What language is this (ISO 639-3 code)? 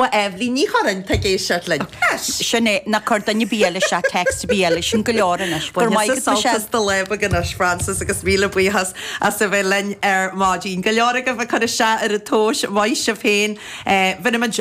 gle